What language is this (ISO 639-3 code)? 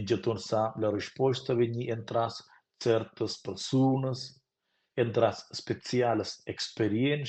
roh